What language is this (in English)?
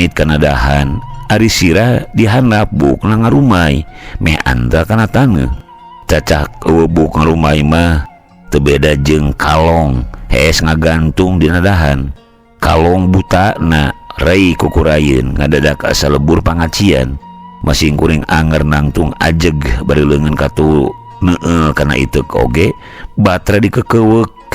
Sundanese